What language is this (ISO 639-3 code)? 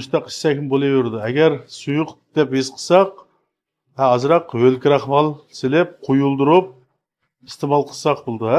uig